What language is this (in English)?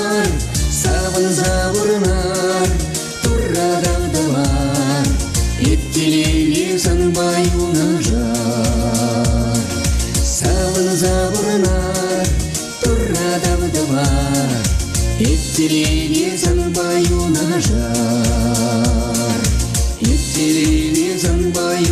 Chuvash